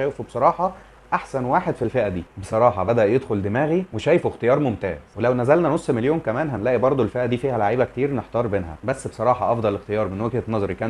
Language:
Egyptian Arabic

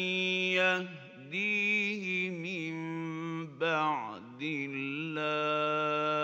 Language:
Bosnian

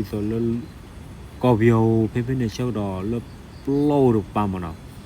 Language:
S'gaw Karen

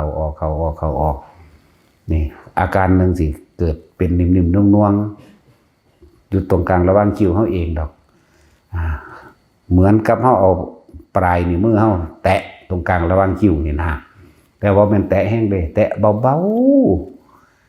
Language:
Northeastern Thai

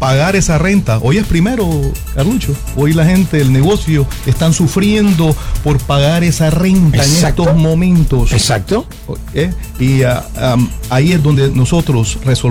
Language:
Spanish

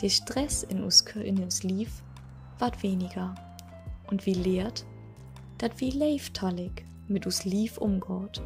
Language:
Low German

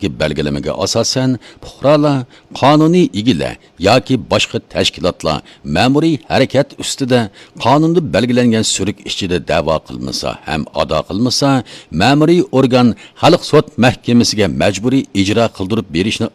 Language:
Uyghur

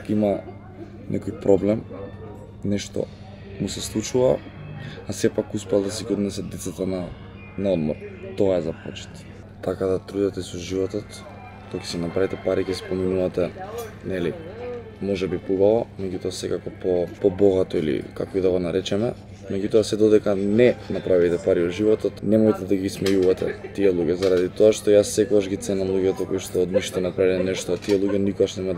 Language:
Macedonian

